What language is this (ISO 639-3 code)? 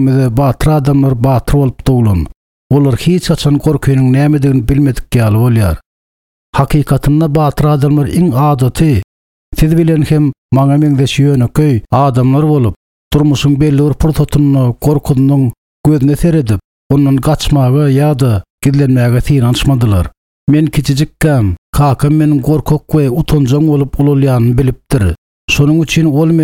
tuk